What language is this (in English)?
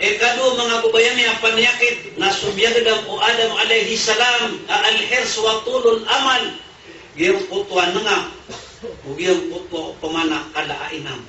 Maranao